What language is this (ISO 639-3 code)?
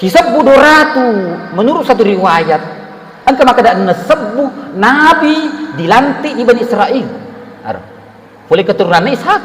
bug